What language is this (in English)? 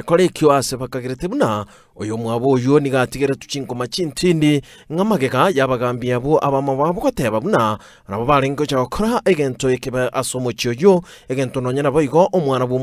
Gusii